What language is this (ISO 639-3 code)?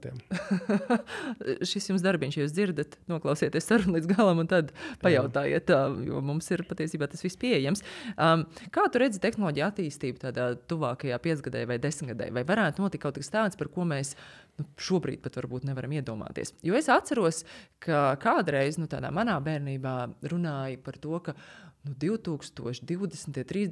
lav